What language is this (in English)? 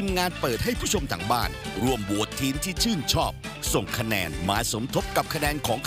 Thai